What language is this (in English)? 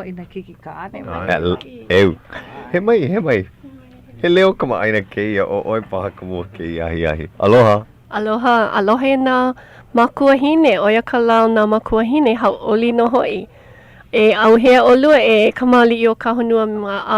Hawaiian